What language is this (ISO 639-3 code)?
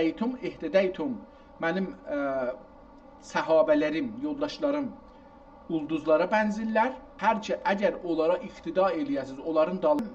azb